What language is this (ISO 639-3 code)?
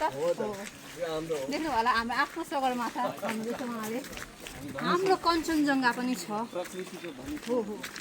nep